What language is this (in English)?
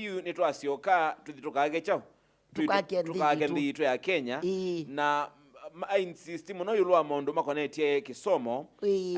Kamba